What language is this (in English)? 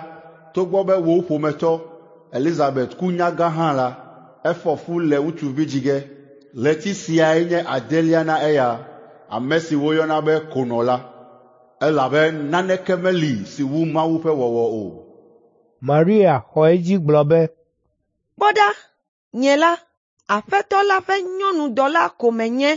Ewe